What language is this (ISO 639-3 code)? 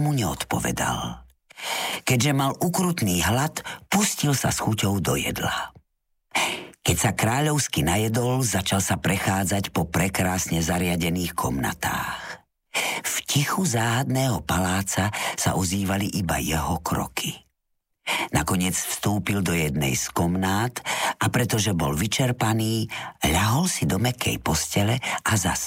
slk